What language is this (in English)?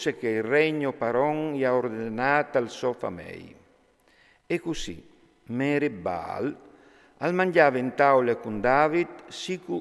Friulian